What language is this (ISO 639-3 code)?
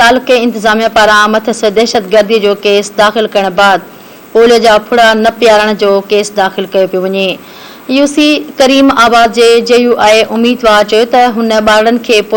snd